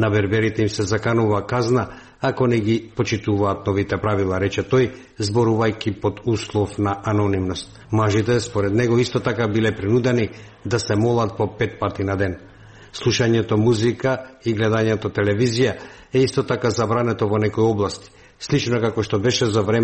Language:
Macedonian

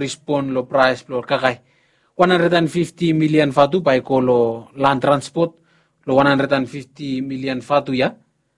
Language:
Bislama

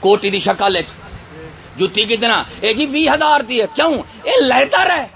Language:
Saraiki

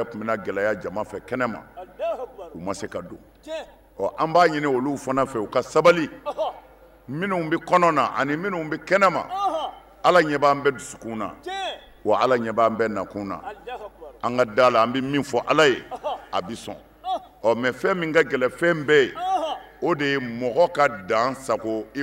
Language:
Bambara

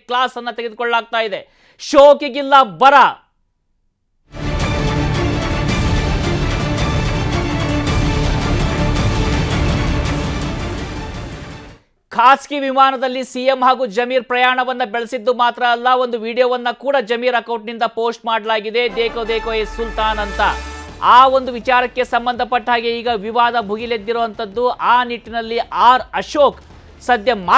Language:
Kannada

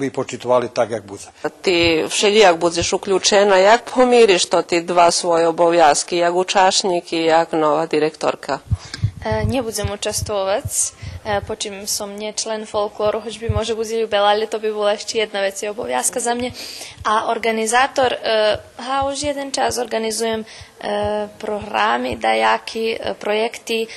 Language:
Rusyn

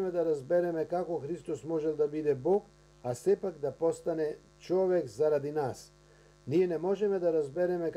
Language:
Macedonian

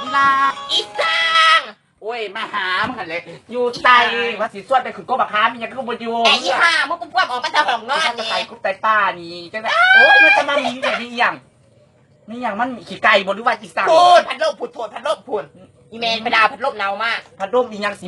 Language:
Lao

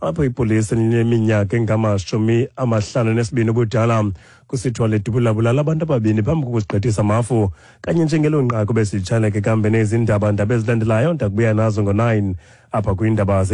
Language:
Xhosa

